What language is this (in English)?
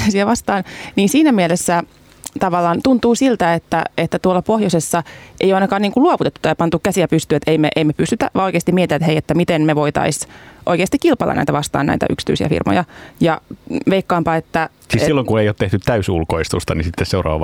Finnish